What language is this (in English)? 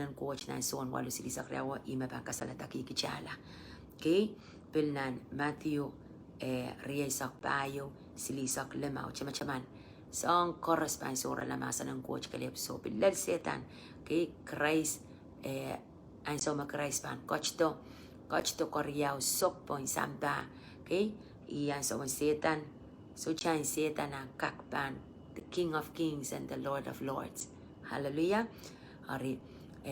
Pohnpeian